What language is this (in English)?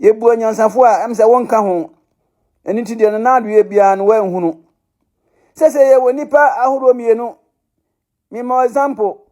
Akan